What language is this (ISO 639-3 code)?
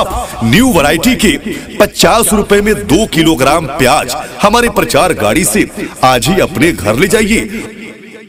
hin